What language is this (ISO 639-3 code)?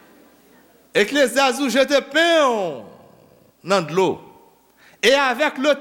hat